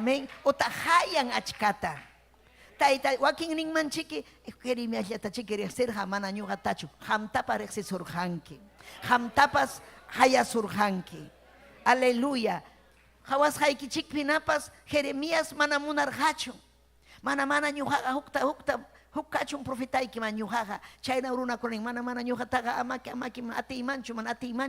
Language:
Ayacucho Quechua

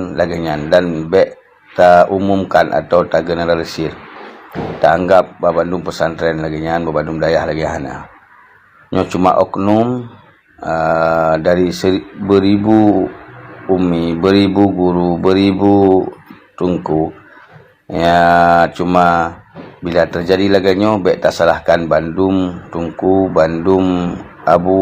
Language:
Achinese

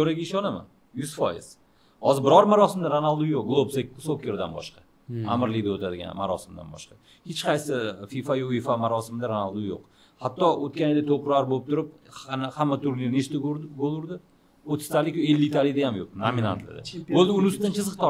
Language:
Uzbek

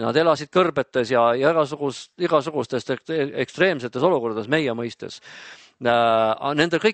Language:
Estonian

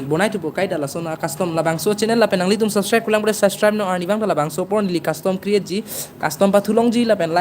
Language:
Karbi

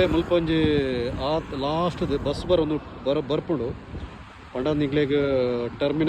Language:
Tulu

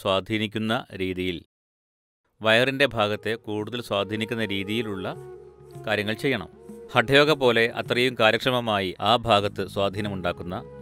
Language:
Malayalam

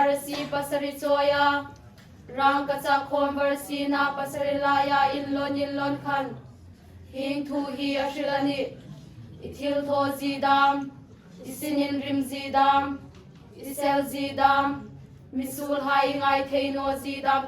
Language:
Hmar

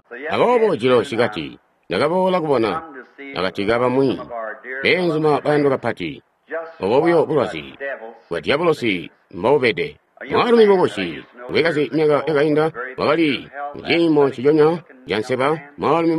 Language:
Tonga (Zambia)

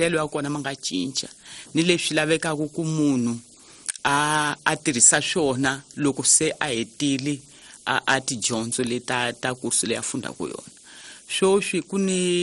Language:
Tsonga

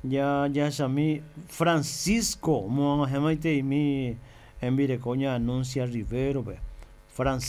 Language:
Guarani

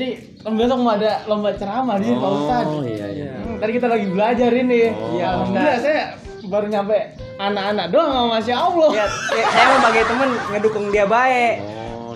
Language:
Betawi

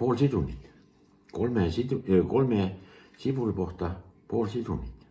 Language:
Estonian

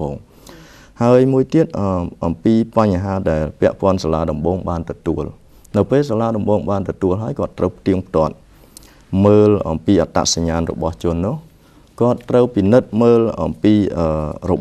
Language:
Khmer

